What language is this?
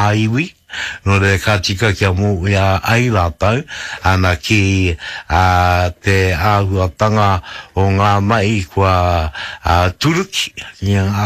Māori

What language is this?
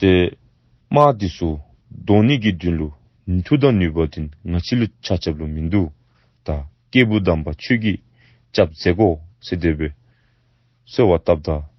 Dzongkha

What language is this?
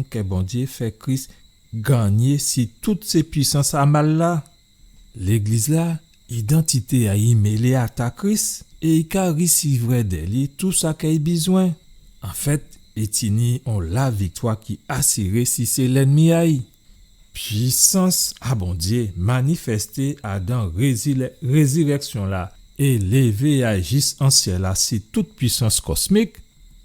Guadeloupean Creole French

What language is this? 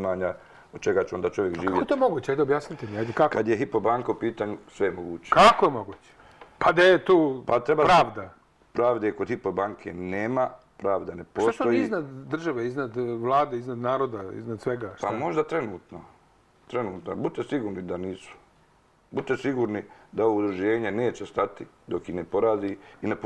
Serbian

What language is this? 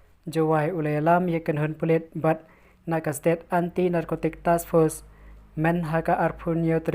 Khasi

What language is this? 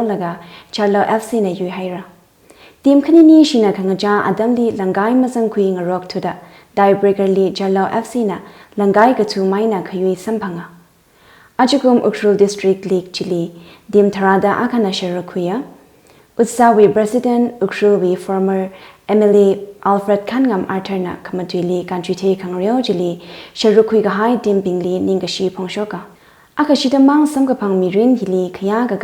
Tangkhul Naga (India)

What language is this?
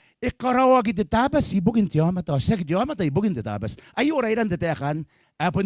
Gilbertese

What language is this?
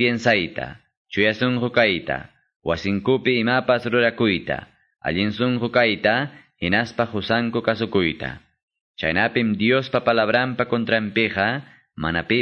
Quechua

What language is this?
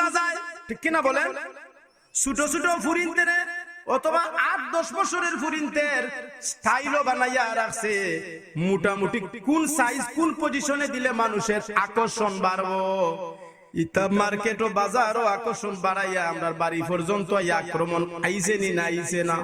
Sylheti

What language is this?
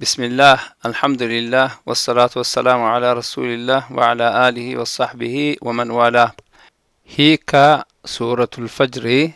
Oromo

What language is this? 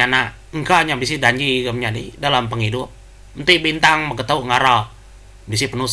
Iban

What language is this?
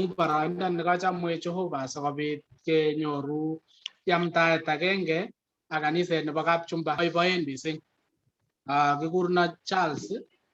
Kalenjin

